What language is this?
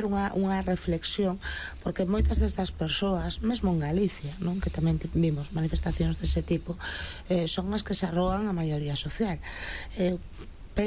Galician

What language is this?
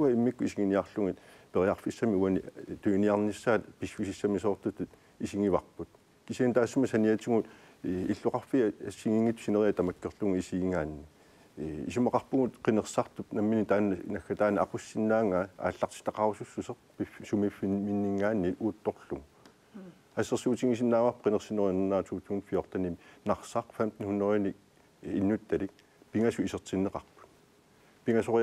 Kalaallisut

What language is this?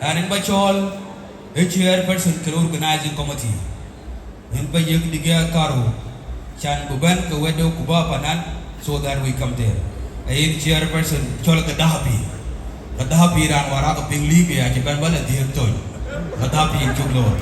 Dinka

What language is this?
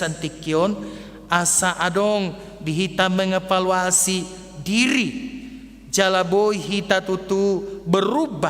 Batak Toba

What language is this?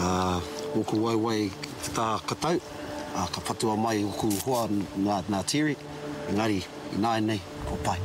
Māori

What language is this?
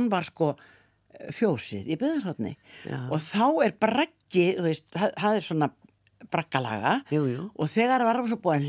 Icelandic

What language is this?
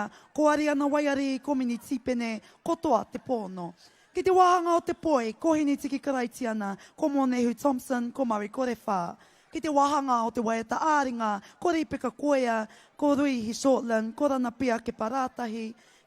Māori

